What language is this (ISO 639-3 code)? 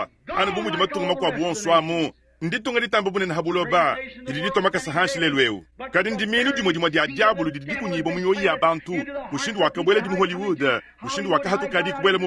lua